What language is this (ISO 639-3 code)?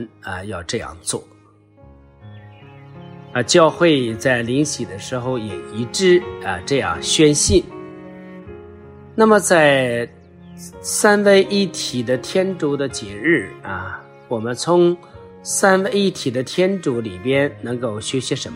zho